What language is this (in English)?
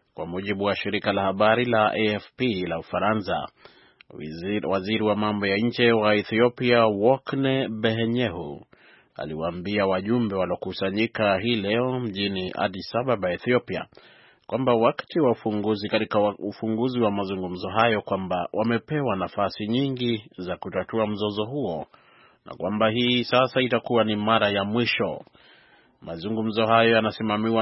Swahili